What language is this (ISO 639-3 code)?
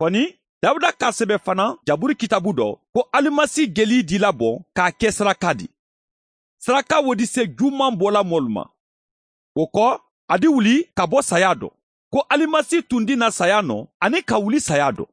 man